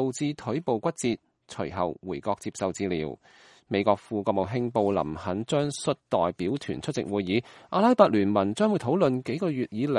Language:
Cantonese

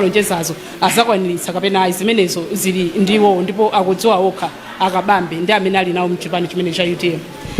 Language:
Nyanja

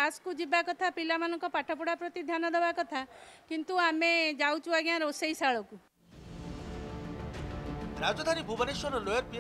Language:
Odia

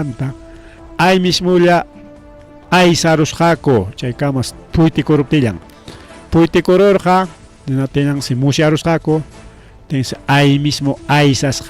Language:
Ayacucho Quechua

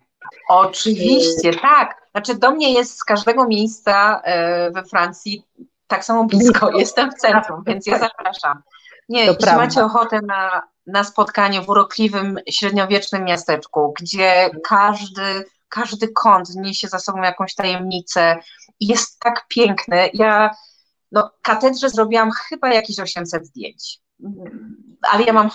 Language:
Polish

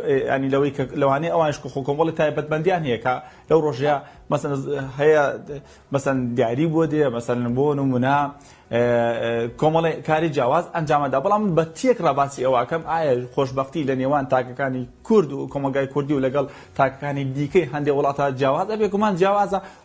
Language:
Central Kurdish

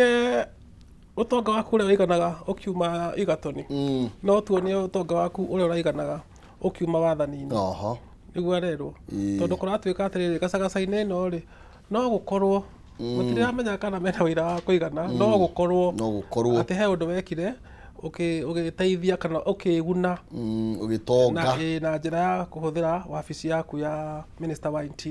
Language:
Kikuyu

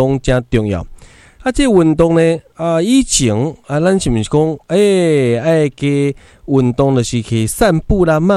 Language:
Min Nan Chinese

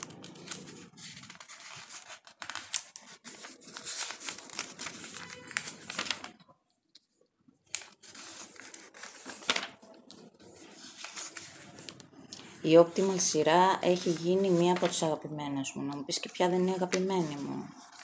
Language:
Greek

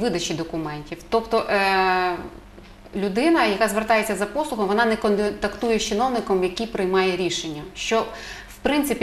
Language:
Ukrainian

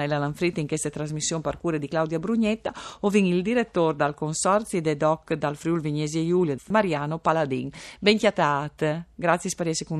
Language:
Friulian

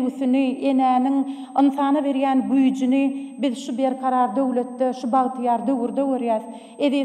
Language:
Turkmen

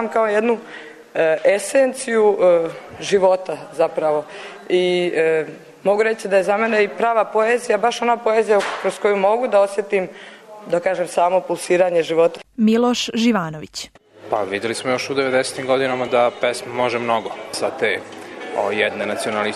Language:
Serbian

